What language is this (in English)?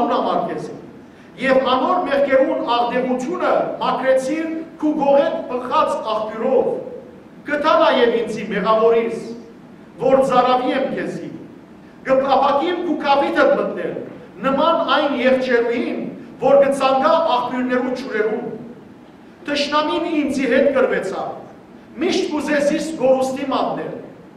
Western Armenian